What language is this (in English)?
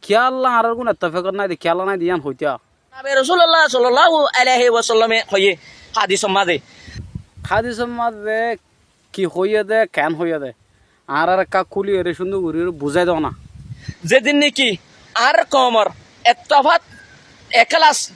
Rohingya